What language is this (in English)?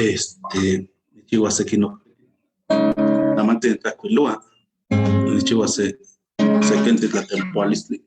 Eastern Huasteca Nahuatl